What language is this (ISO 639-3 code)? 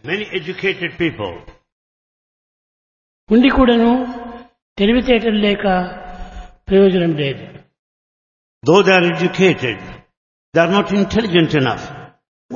tel